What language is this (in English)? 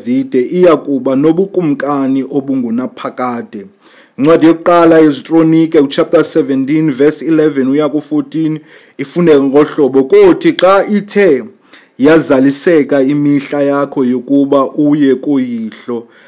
Xhosa